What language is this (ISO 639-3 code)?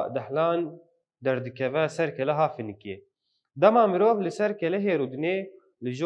kur